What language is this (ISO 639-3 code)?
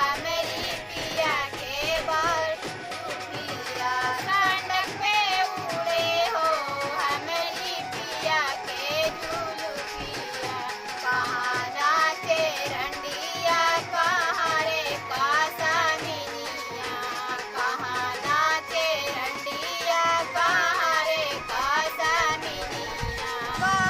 mag